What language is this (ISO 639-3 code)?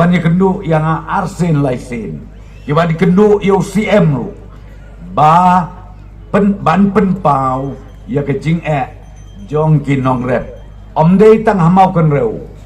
kha